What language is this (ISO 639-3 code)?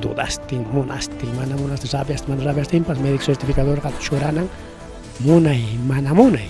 quy